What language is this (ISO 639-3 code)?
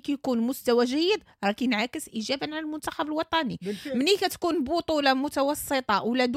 ary